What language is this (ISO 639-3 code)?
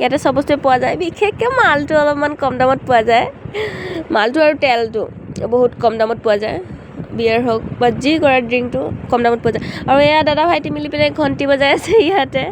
asm